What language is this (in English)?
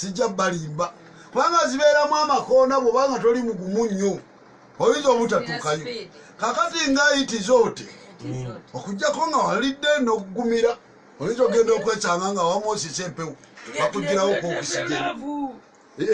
Ganda